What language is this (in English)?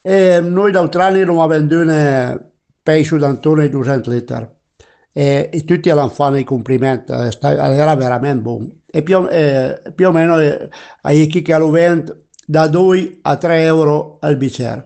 Piedmontese